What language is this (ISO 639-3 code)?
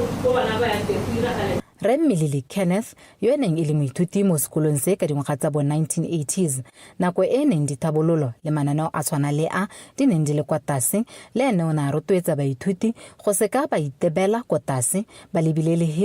tsn